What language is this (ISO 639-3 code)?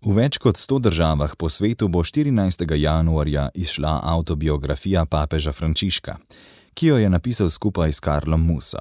slv